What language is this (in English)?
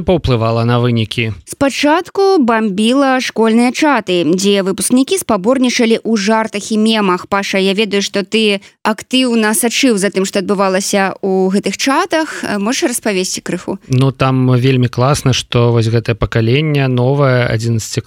Belarusian